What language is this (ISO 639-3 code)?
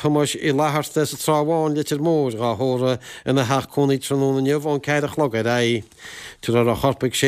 gle